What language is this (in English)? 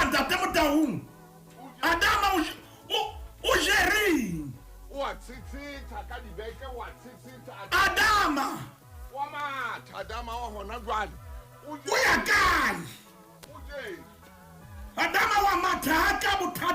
Southern Sotho